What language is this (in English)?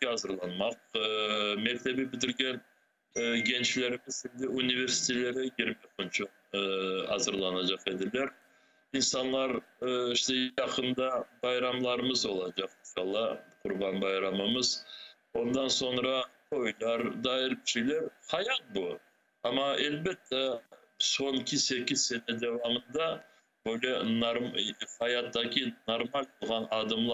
Crimean Tatar